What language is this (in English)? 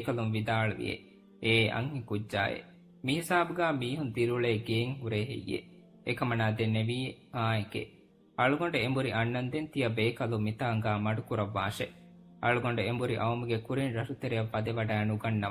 Divehi